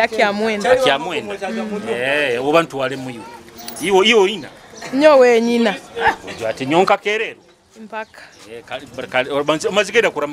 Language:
Nyoro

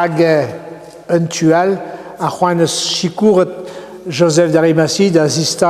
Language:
Breton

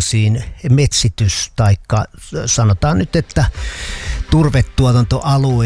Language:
Finnish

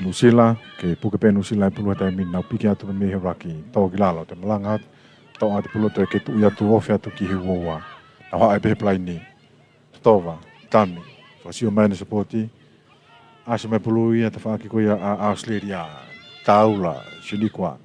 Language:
Tongan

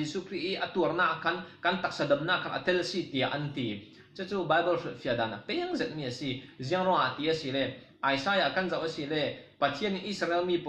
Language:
Falam Chin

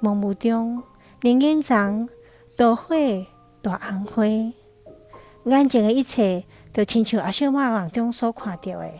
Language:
Min Nan Chinese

